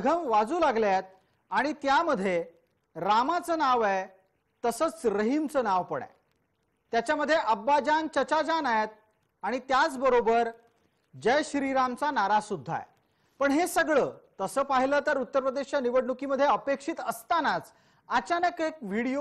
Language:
Marathi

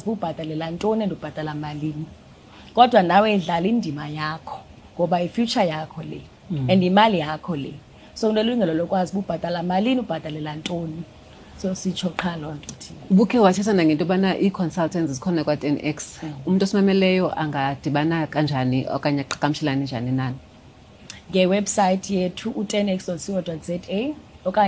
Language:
Xhosa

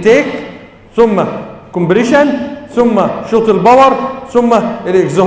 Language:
Egyptian Arabic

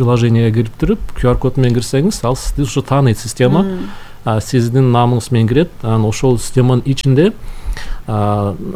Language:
Kyrgyz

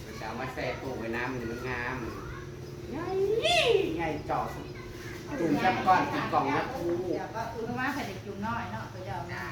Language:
Northeastern Thai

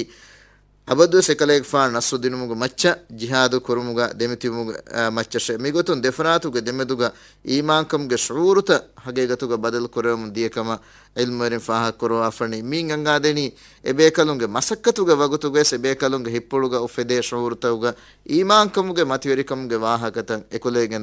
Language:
Divehi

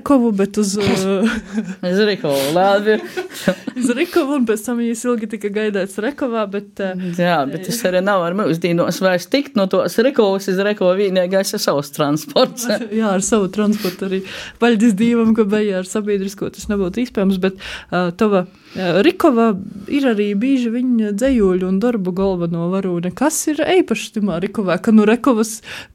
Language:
Latvian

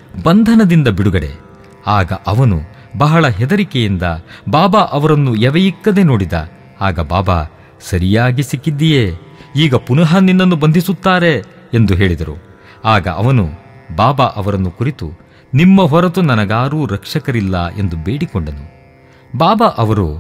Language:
Kannada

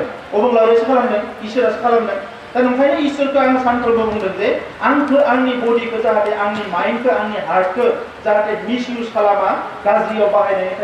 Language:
Bodo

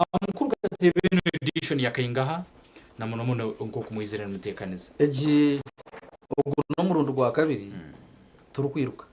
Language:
Nyankole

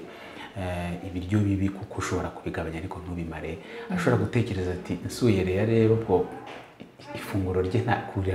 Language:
Kinyarwanda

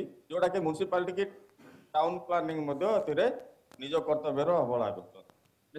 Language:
Odia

